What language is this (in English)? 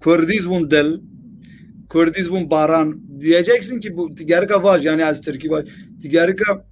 Zaza